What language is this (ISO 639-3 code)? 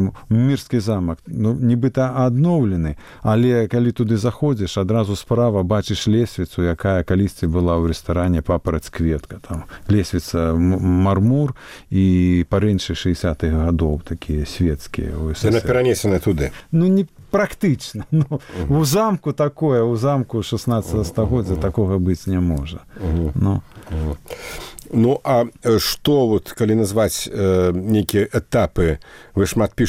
bel